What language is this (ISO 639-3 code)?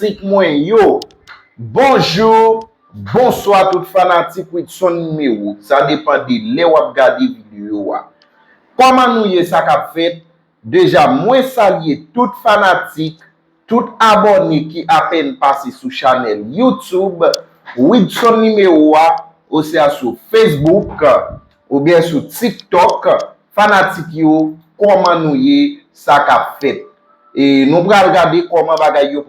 hat